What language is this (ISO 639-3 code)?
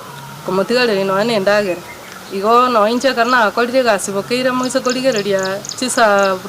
guz